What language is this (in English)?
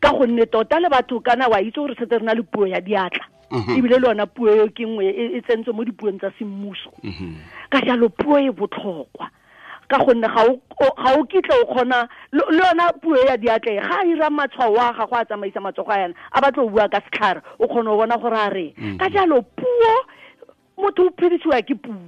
Tswana